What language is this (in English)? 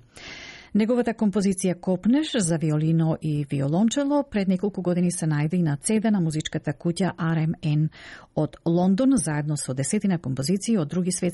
Macedonian